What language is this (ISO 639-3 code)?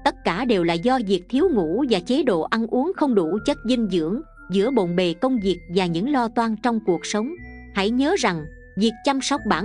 vie